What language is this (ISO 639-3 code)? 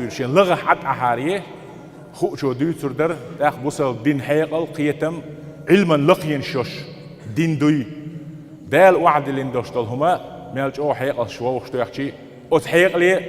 che